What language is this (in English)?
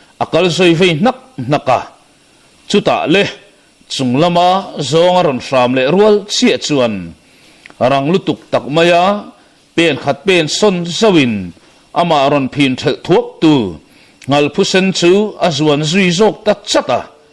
Mizo